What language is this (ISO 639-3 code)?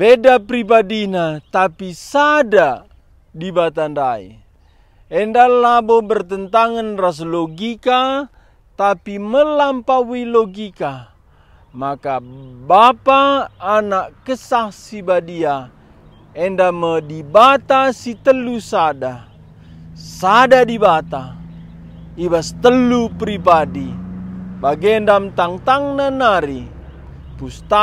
btx